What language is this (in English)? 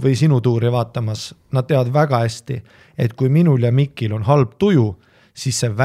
Estonian